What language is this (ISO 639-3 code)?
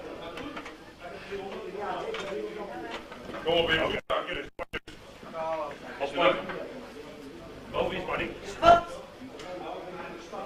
nld